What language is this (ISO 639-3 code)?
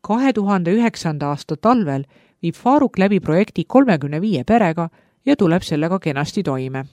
est